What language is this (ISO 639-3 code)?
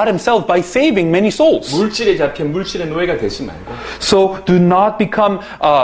kor